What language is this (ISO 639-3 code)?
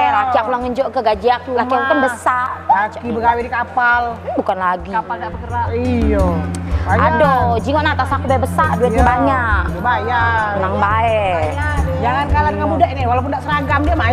mui